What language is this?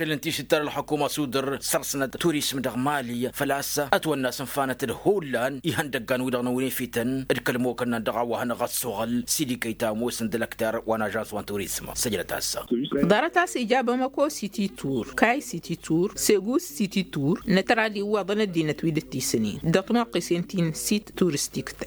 Tamasheq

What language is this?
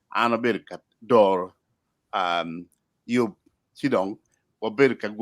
Acoli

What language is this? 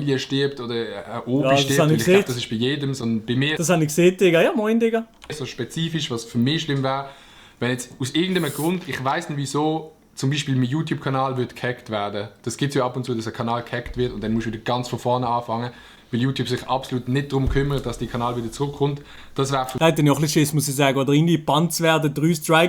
Swiss German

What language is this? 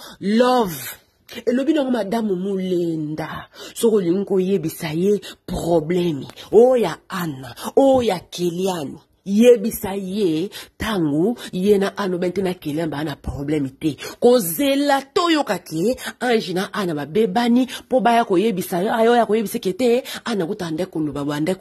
Lingala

